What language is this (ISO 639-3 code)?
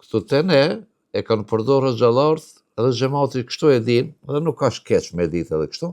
sqi